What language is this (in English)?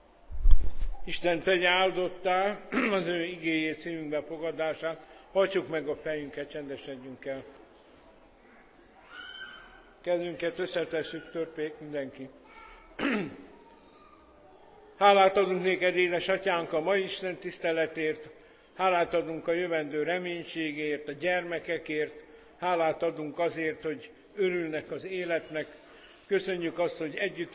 Hungarian